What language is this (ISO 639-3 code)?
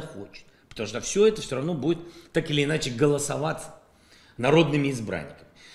rus